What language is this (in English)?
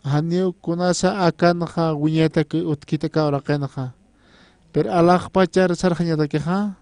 Aymara